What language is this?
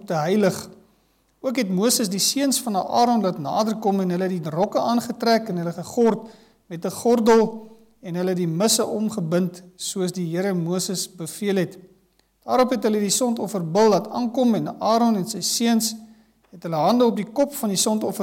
Afrikaans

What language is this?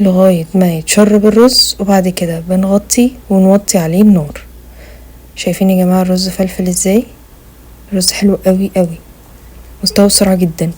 Egyptian Arabic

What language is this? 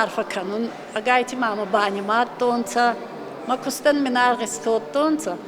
Ossetic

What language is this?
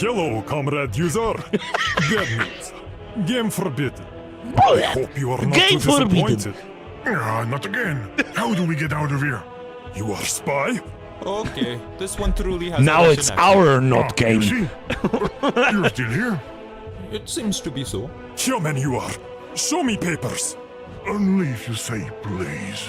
Bavarian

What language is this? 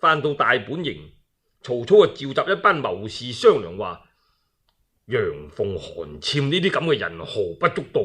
Cantonese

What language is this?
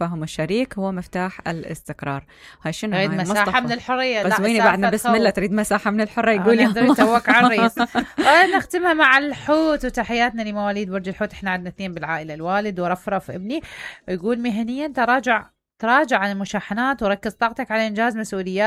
Mesopotamian Arabic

